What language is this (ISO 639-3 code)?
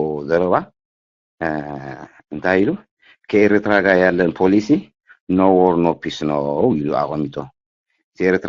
tir